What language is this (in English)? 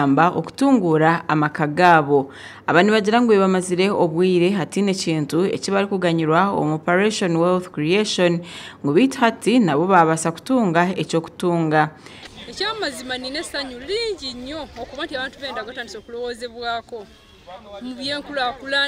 Nyankole